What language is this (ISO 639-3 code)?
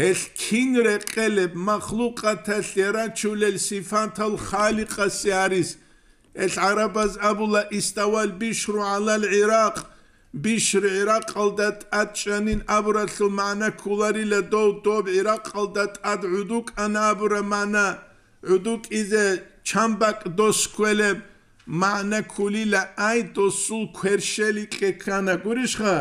ava